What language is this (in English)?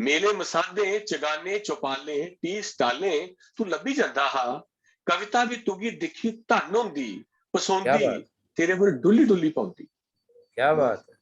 Dogri